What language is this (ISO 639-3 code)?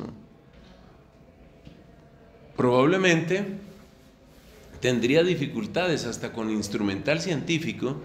spa